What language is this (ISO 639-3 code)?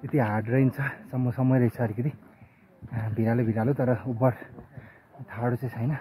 nep